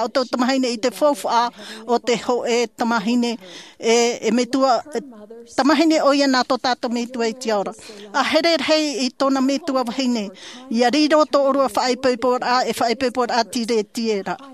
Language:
Tahitian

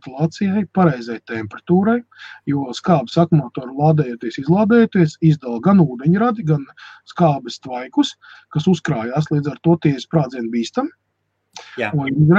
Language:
Latvian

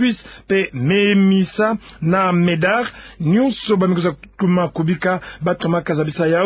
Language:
Kituba (Democratic Republic of Congo)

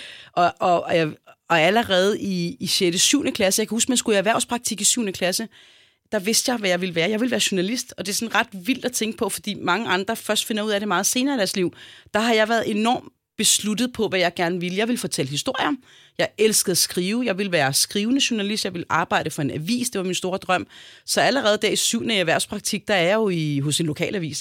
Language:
Danish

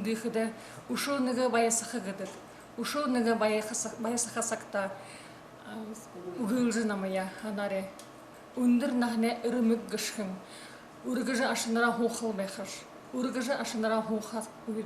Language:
Buriat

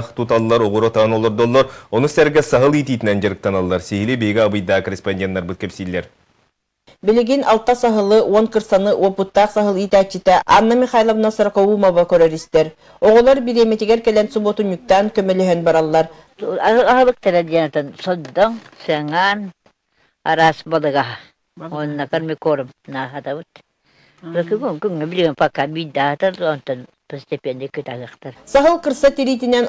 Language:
Yakut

